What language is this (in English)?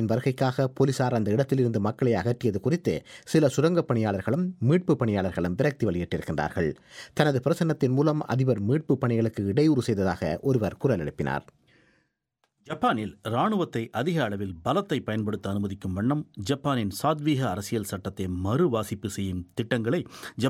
Tamil